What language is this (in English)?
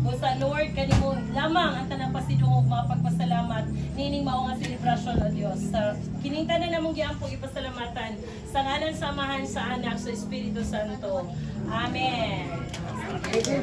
Cebuano